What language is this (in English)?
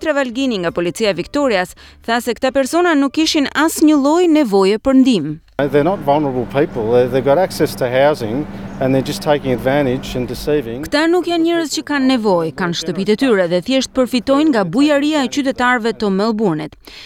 Albanian